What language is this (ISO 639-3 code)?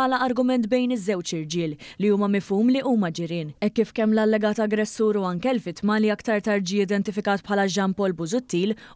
mlt